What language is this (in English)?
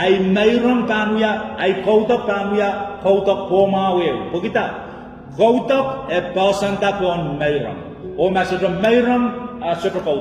Pohnpeian